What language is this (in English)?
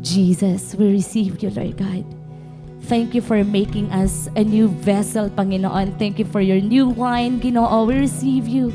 Waray